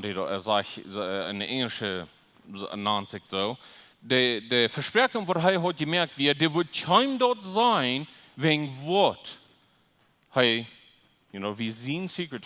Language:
Plautdietsch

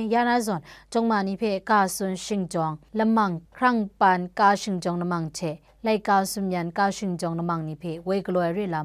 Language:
Kachin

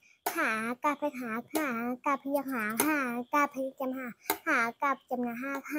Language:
Shan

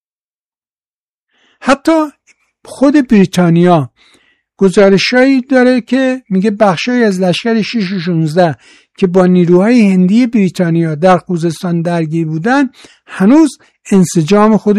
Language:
Persian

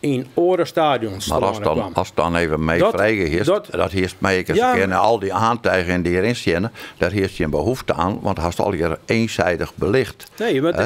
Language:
Western Frisian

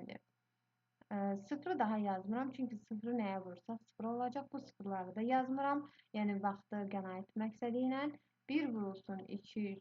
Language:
Azerbaijani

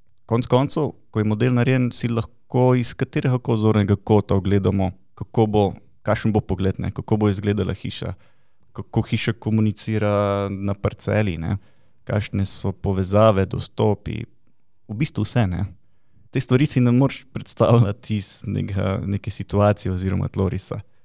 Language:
Slovenian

